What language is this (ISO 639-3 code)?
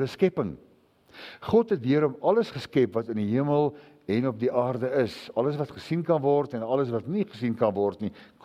afr